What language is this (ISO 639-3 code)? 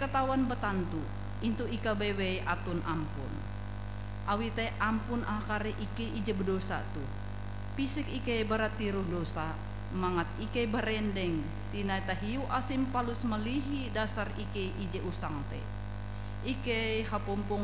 nij